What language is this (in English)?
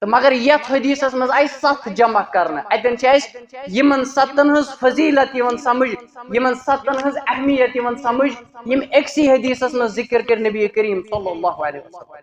Kashmiri